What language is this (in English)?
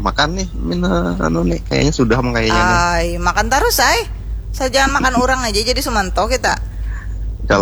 Banjar